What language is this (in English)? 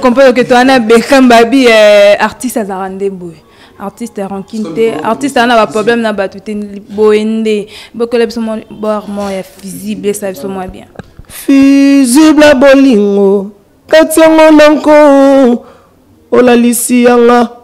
Lingala